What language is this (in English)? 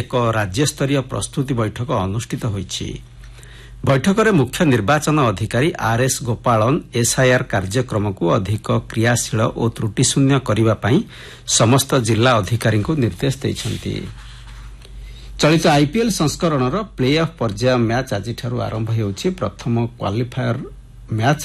Odia